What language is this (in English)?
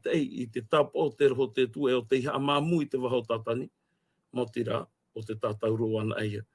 Tahitian